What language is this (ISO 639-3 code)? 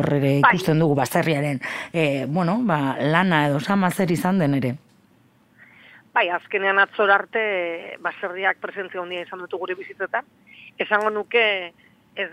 eus